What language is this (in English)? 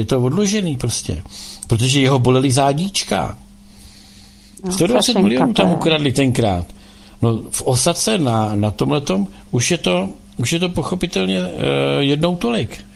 Czech